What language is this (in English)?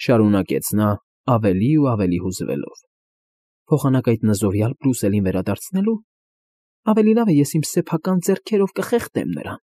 Armenian